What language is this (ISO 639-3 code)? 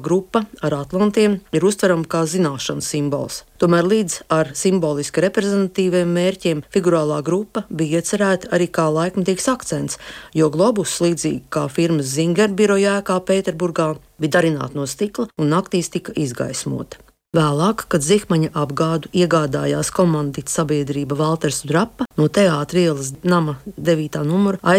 lav